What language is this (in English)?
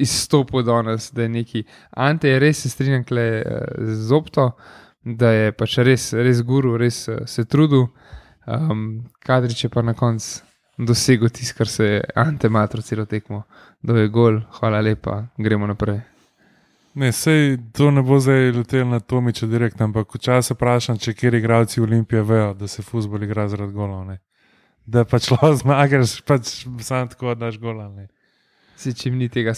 Slovenian